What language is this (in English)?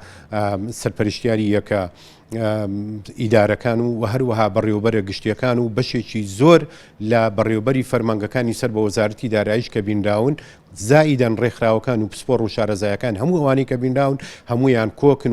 Central Kurdish